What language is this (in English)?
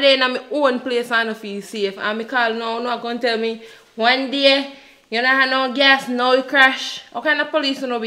Jamaican Creole English